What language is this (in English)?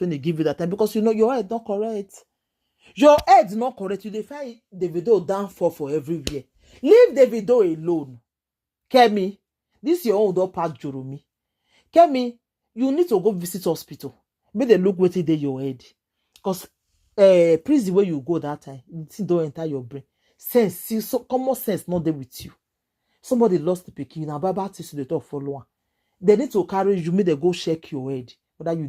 Nigerian Pidgin